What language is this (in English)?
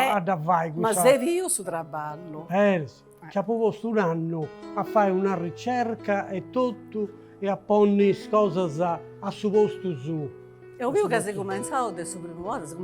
Sardinian